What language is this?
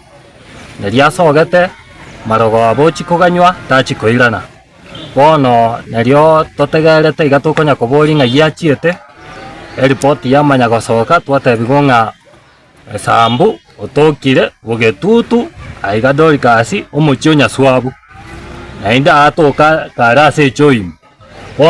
Gusii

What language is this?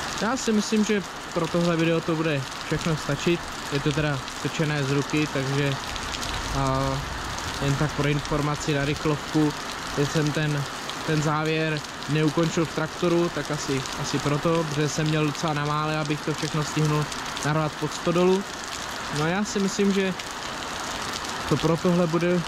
Czech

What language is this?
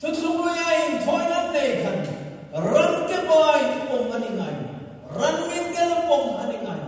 Hmar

